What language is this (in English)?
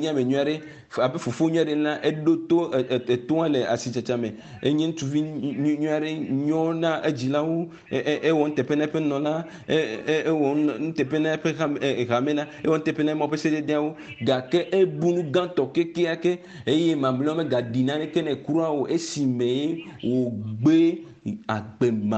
Ewe